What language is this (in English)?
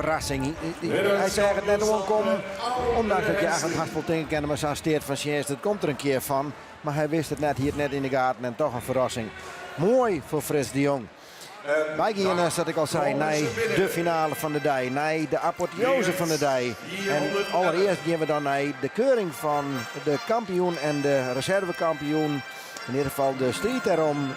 Western Frisian